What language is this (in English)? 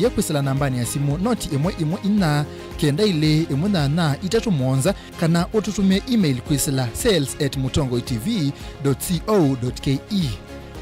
Kamba